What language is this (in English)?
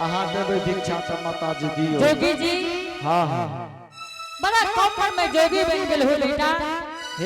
Angika